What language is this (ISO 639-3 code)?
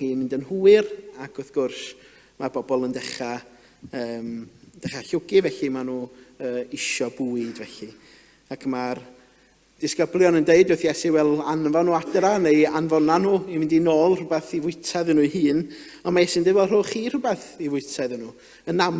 cym